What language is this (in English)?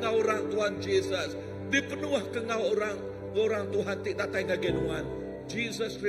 Iban